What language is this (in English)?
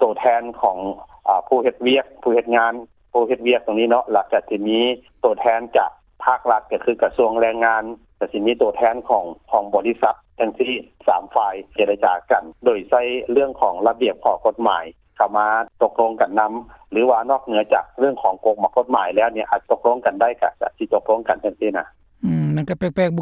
Lao